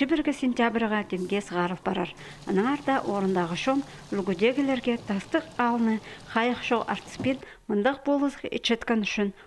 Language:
Khakas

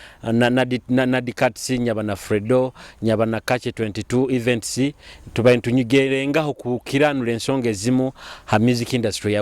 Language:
Nyoro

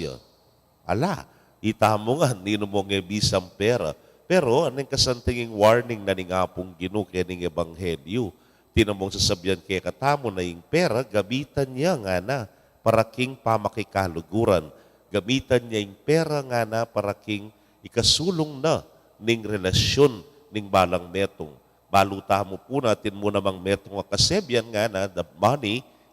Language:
Pampanga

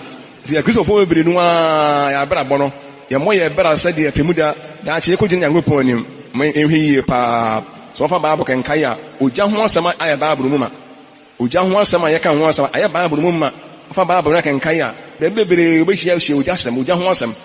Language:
Akan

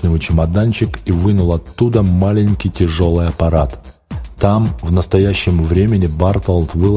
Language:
Russian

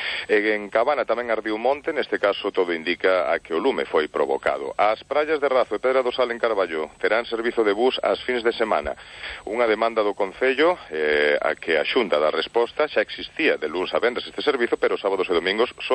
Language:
Galician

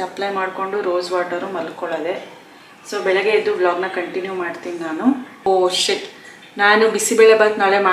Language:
Kannada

